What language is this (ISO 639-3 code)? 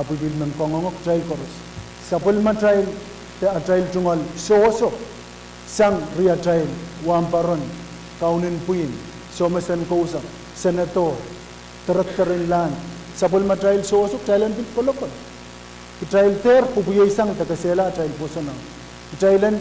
pon